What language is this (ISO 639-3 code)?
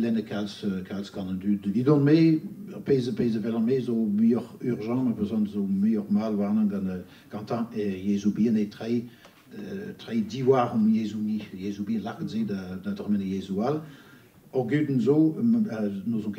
bre